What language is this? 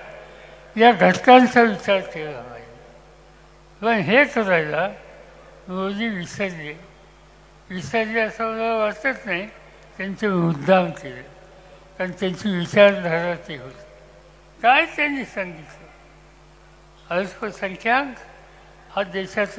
Marathi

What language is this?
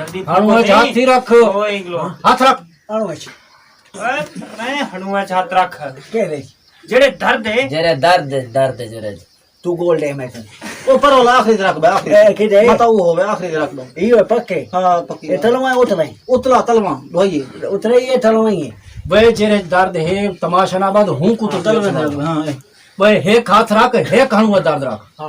Saraiki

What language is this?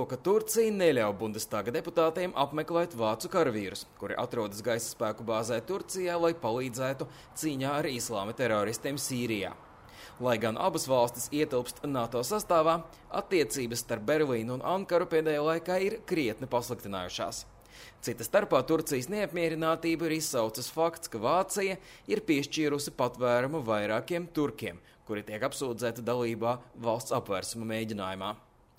Latvian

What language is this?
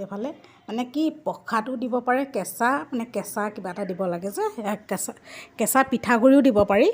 Assamese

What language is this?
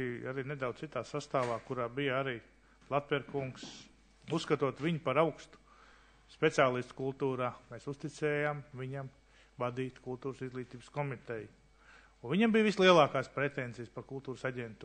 Latvian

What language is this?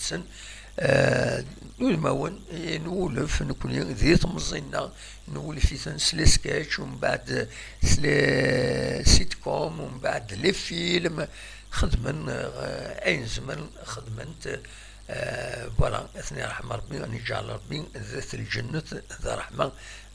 Kabyle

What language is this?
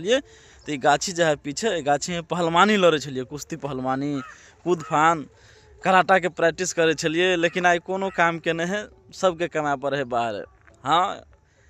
Maithili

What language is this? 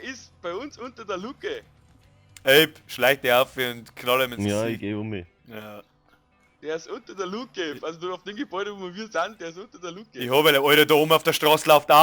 Bavarian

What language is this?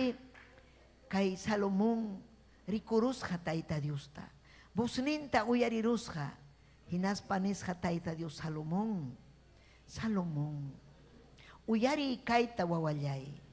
Ayacucho Quechua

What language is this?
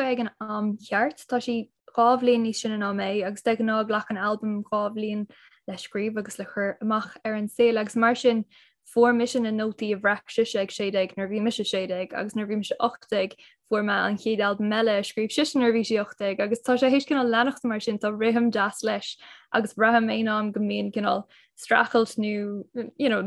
Irish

